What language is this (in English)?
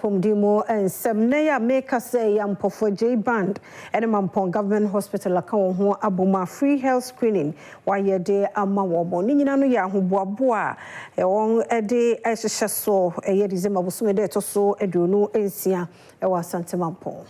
Akan